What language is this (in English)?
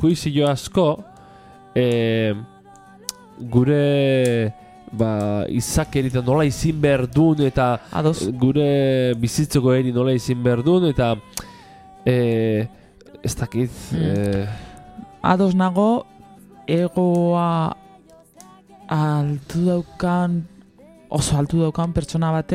Basque